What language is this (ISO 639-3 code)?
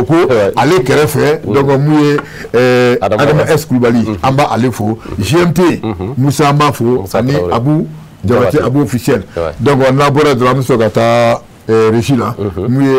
bam